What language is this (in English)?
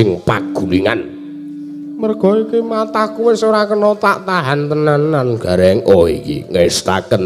Javanese